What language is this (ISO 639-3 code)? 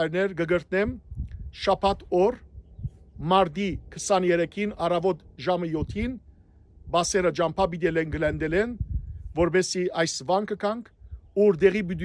hyw